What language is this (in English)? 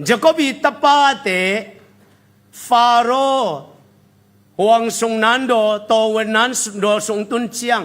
Tedim Chin